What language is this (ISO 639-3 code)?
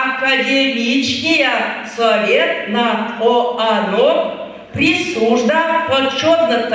chv